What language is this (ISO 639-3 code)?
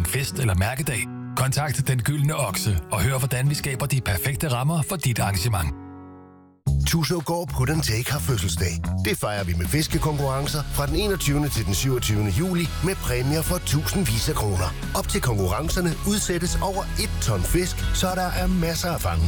dan